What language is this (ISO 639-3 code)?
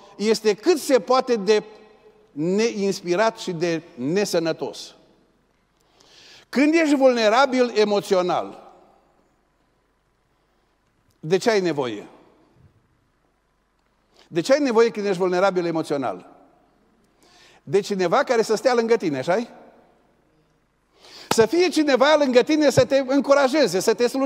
ron